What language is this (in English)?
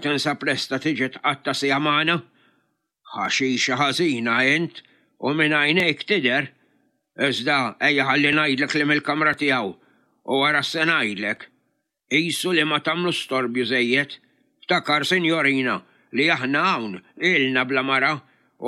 Maltese